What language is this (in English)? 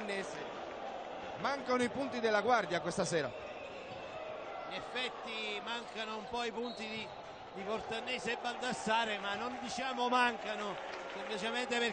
Italian